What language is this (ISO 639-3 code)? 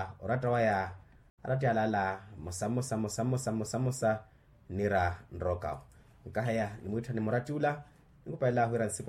vmw